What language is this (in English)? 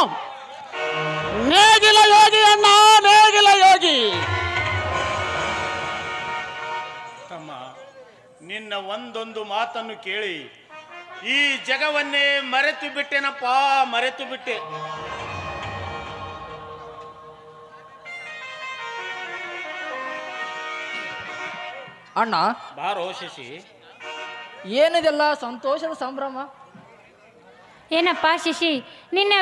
Kannada